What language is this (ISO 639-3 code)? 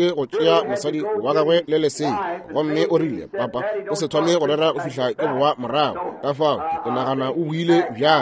nso